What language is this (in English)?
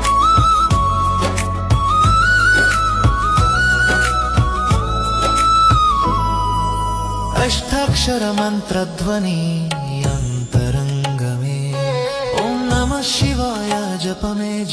Telugu